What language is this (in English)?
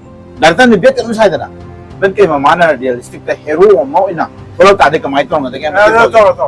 Manipuri